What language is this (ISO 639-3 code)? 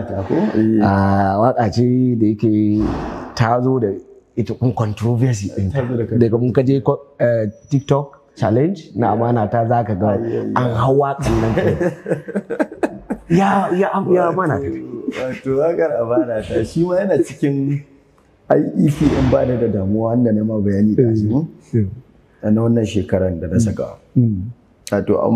hau